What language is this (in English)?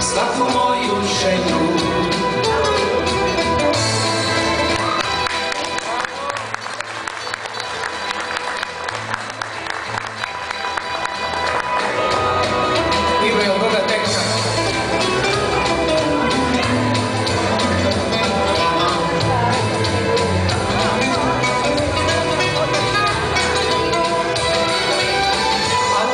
Croatian